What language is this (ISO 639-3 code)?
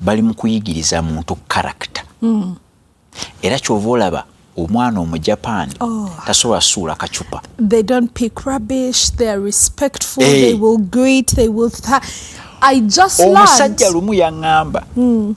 lug